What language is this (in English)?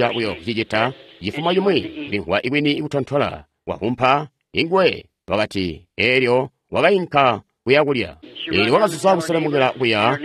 Tonga (Zambia)